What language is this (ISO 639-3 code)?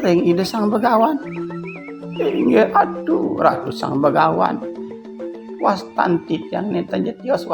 ban